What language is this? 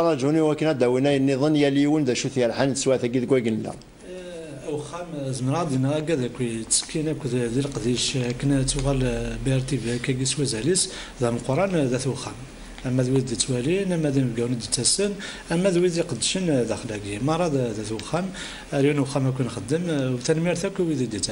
Kabyle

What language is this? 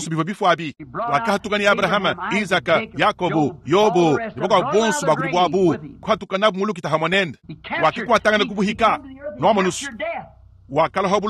Luba-Lulua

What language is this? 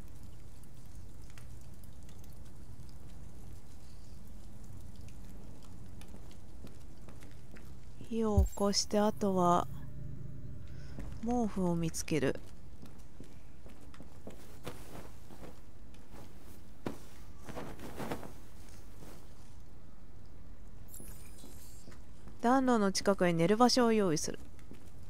Japanese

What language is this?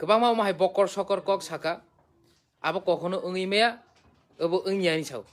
Kok Borok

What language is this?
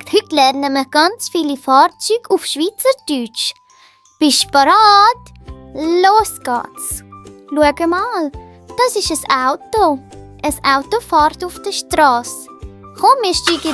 Swiss German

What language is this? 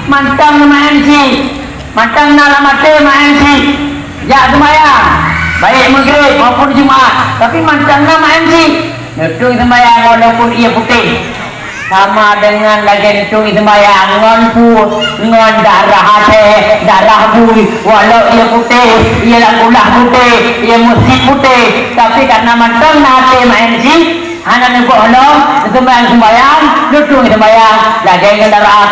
Achinese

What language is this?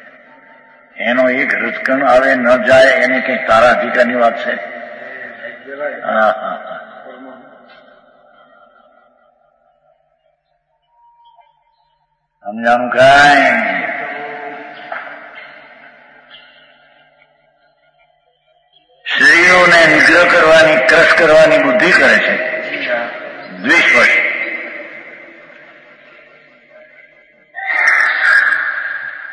Gujarati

